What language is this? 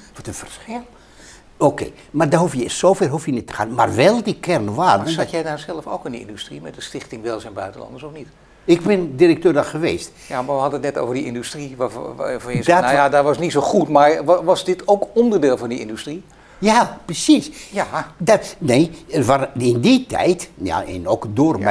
Dutch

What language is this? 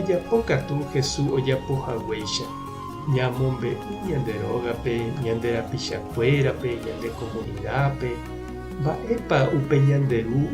Guarani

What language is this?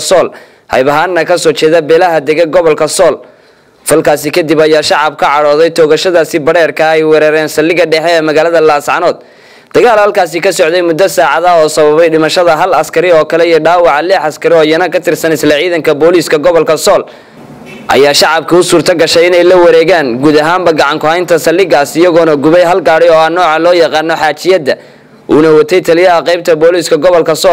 Somali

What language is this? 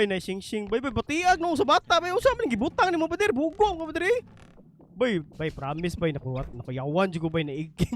Cebuano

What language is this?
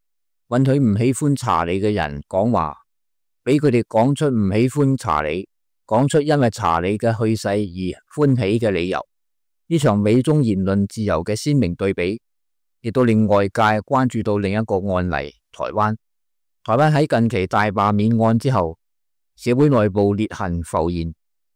Cantonese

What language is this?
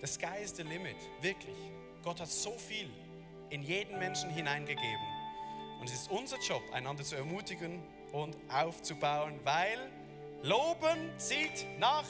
Swiss German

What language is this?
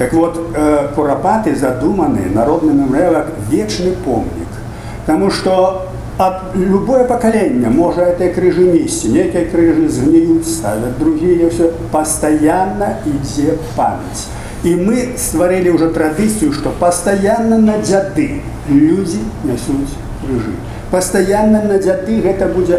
Belarusian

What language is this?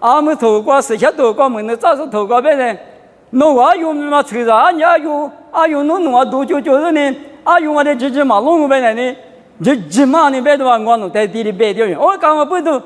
Lisu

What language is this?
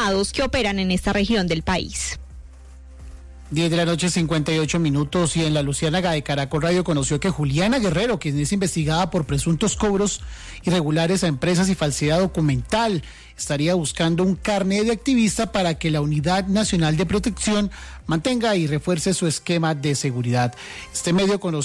Spanish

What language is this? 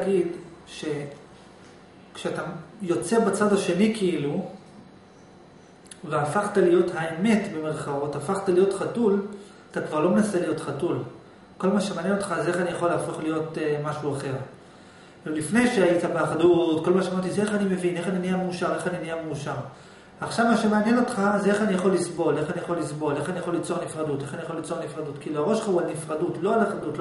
Hebrew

